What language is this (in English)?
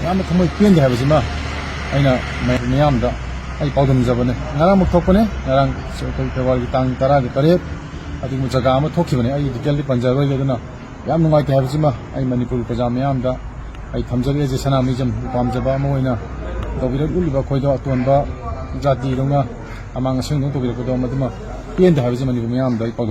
Manipuri